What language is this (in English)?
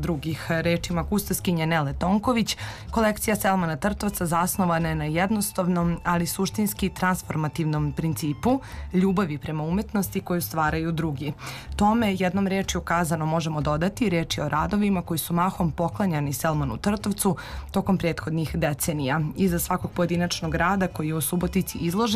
Serbian